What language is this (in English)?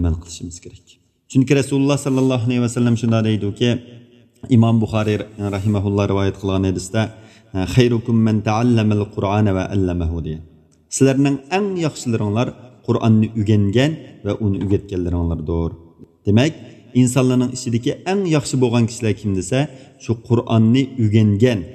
Uyghur